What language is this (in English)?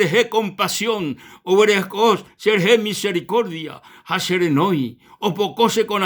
Guarani